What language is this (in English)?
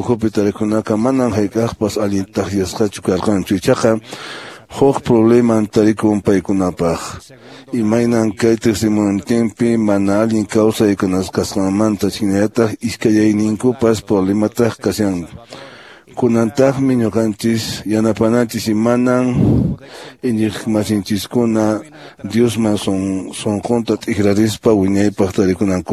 Quechua